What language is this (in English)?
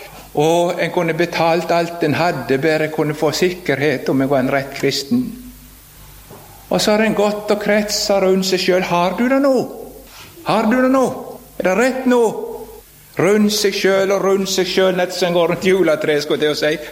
Norwegian